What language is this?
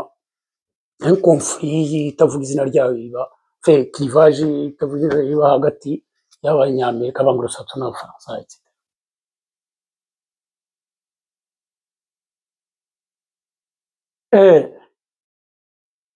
Kinyarwanda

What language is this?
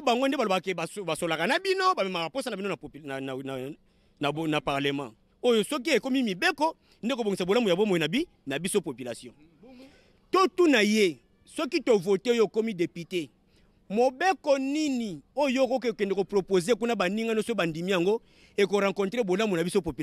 Lingala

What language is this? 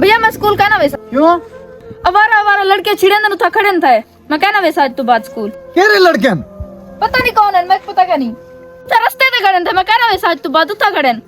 Saraiki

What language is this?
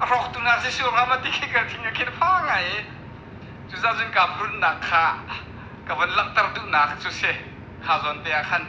Hakha Chin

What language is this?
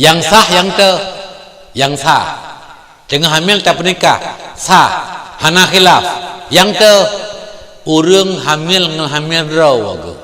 Achinese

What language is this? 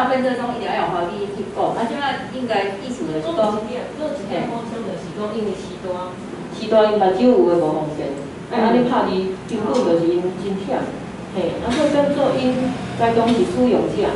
Min Nan Chinese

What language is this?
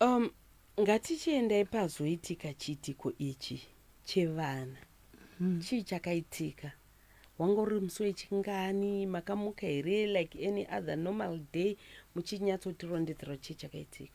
Shona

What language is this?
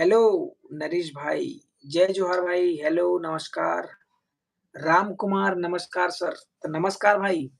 Chhattisgarhi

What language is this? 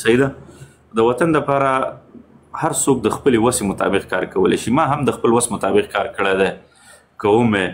Pashto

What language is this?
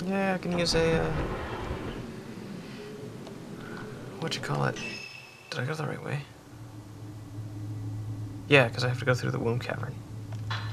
English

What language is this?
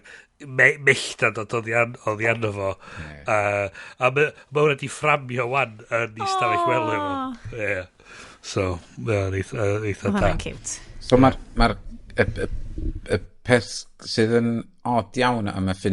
Welsh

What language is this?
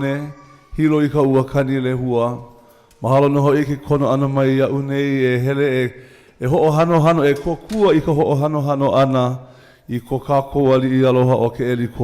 Hawaiian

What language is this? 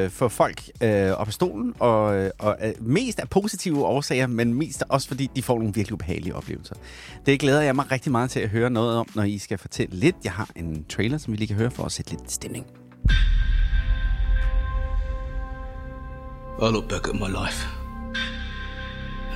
Danish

